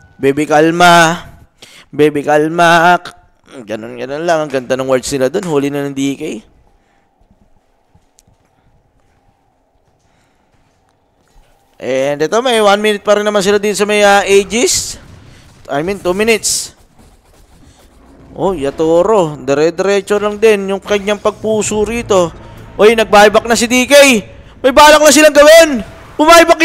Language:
Filipino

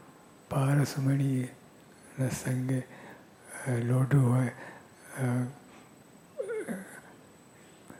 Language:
Gujarati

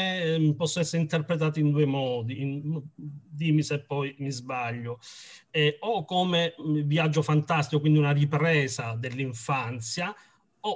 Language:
Italian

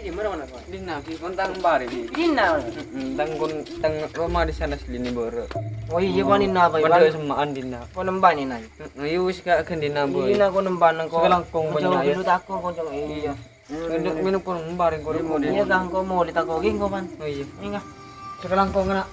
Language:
Madurese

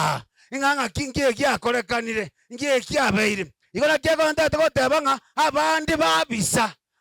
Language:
Gusii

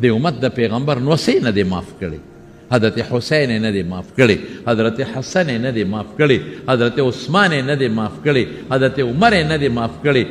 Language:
Pashto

